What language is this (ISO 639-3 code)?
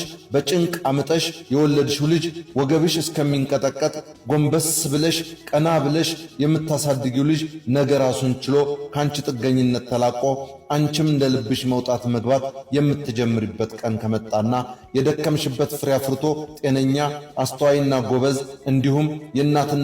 amh